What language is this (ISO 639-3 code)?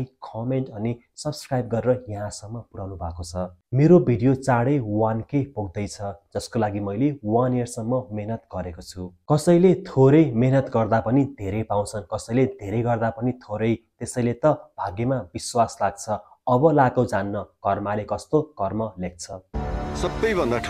nep